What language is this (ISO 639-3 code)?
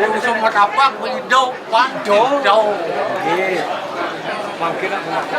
ban